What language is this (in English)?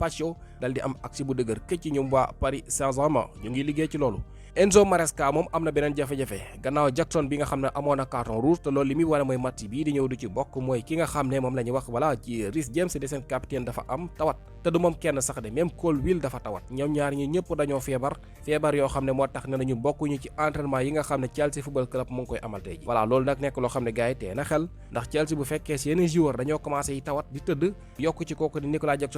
Wolof